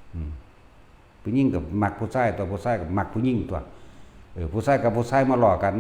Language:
Northeastern Thai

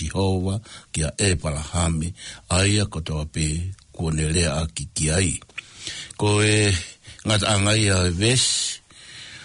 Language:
Tongan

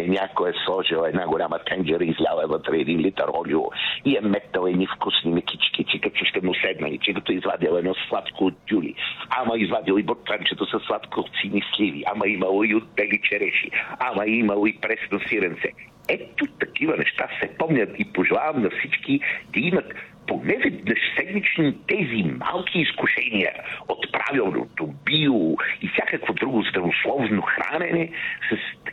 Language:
Bulgarian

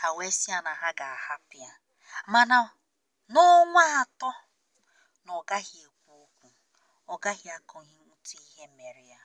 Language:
Igbo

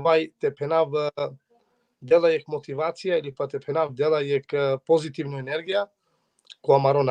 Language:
Balkan Romani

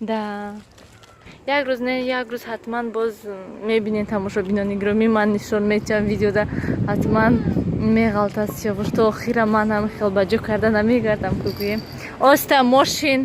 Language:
Tajik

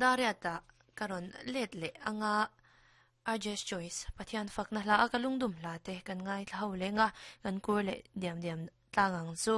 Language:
Mizo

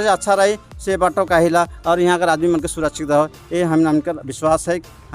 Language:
Sadri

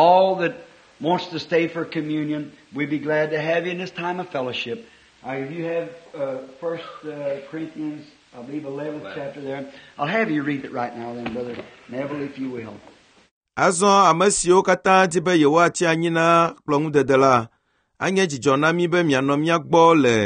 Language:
Ewe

